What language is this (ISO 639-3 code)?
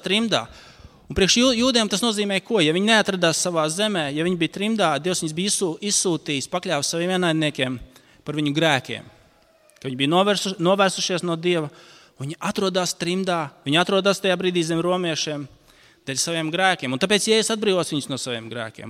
lav